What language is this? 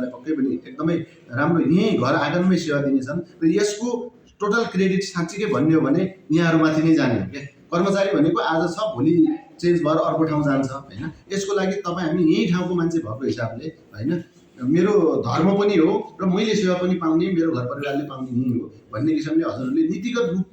Nepali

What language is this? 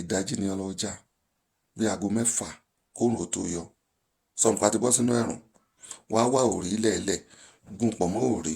Yoruba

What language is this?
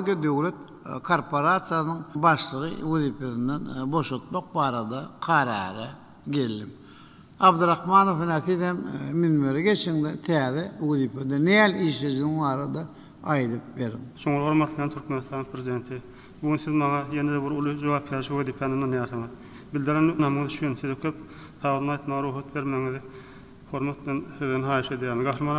Turkmen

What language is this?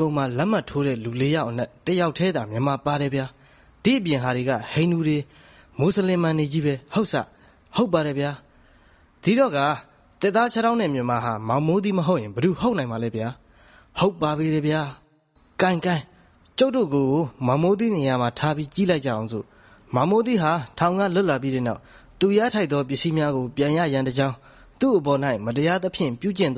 Burmese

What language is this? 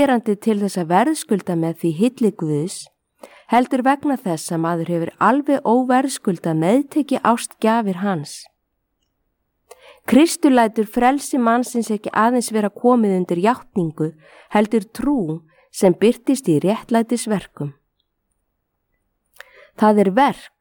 Icelandic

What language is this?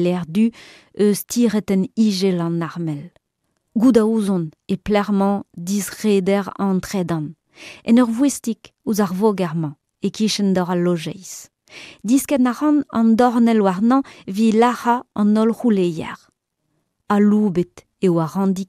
Breton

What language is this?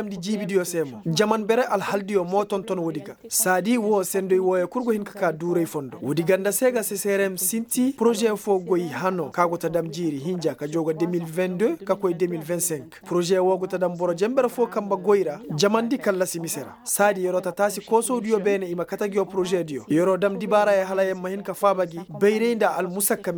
Koyraboro Senni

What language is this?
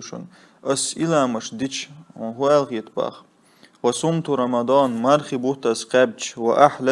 Chechen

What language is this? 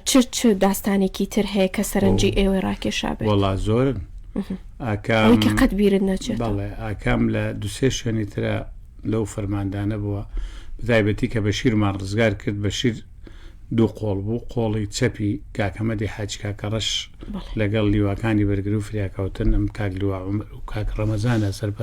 Central Kurdish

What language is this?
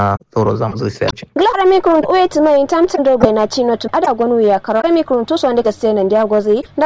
Kanuri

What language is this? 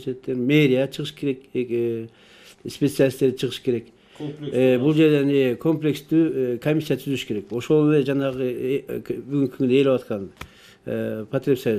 Kyrgyz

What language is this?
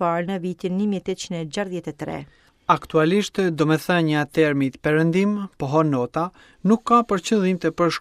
Albanian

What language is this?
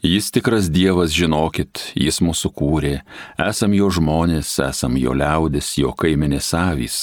Lithuanian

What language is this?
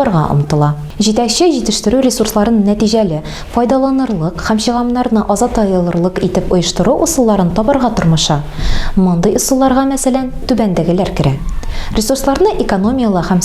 Tatar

